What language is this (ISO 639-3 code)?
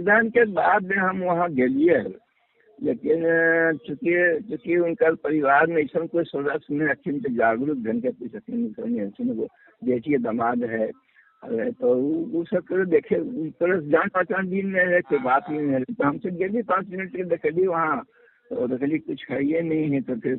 mag